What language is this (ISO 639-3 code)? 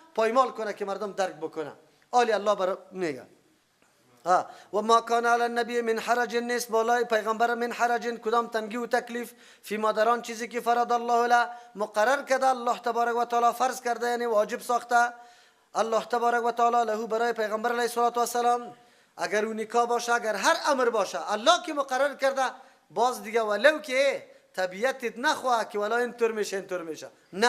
fas